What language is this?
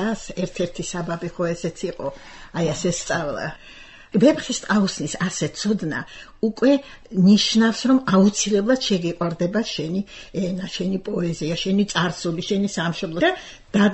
Georgian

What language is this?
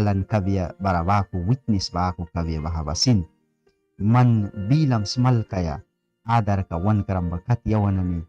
Mískito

